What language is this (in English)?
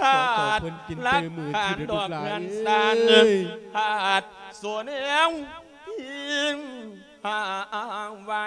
Lao